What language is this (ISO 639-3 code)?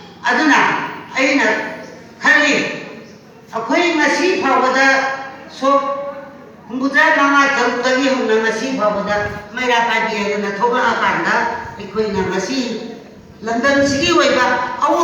mni